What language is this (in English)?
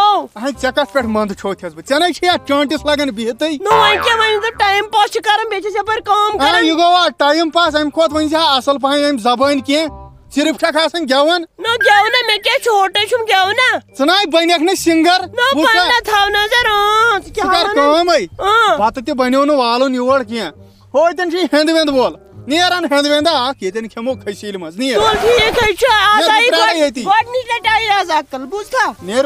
Kashmiri